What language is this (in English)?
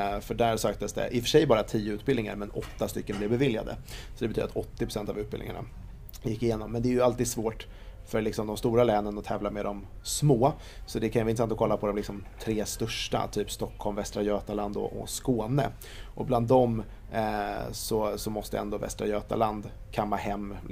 Swedish